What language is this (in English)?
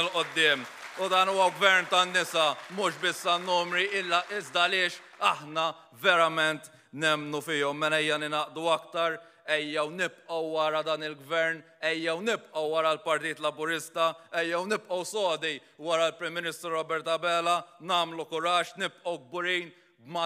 Maltese